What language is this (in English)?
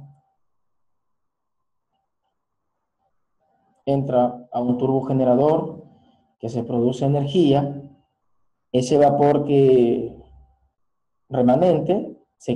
Spanish